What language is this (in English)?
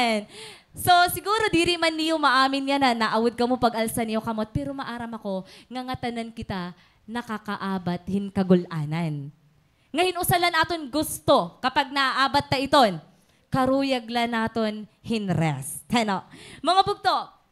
Waray